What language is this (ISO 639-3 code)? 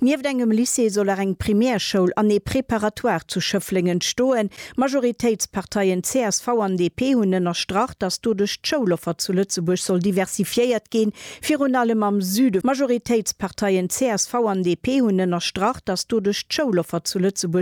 ltz